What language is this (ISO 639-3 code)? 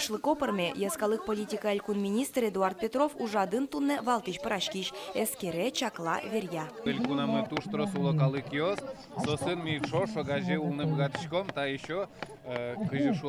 udm